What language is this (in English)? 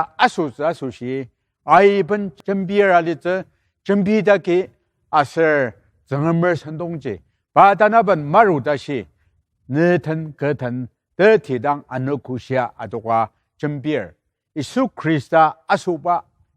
Ao Naga